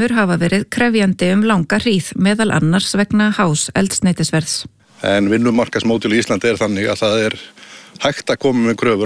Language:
Icelandic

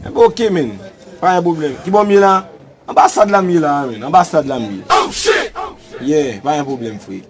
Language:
Haitian Creole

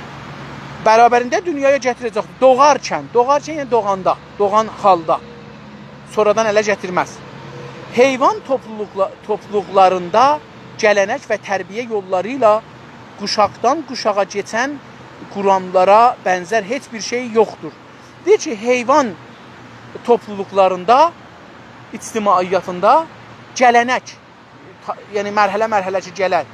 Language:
South Azerbaijani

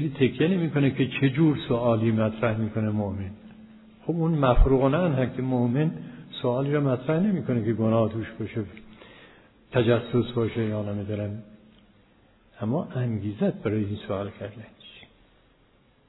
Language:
Persian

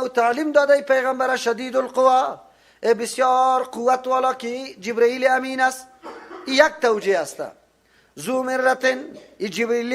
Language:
Persian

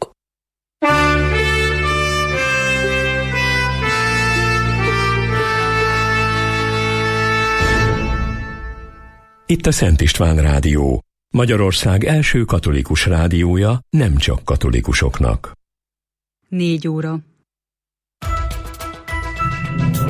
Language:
Hungarian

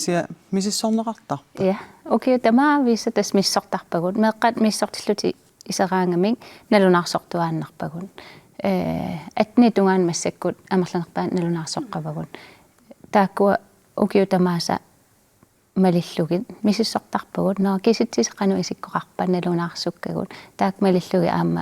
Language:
Kalaallisut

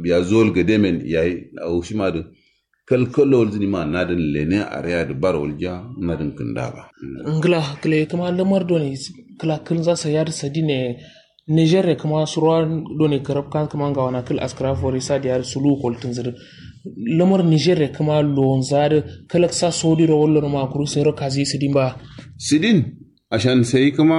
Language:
Kanuri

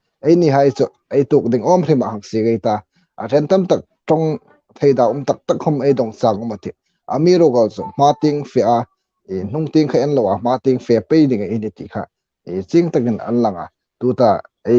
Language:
Hmar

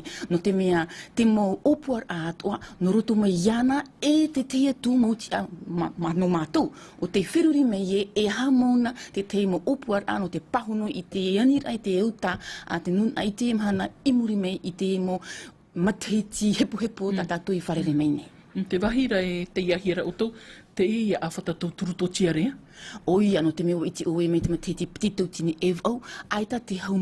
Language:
Tahitian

